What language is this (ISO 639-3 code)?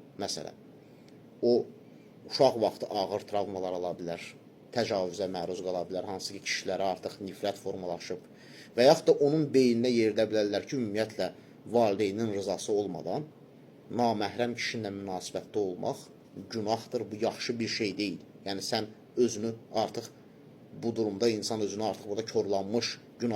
aze